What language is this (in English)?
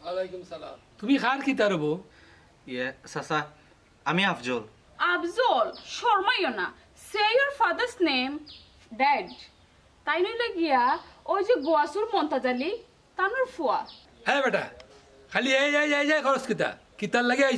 Sylheti